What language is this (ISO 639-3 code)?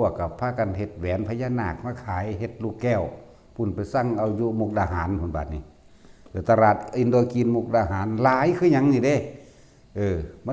tts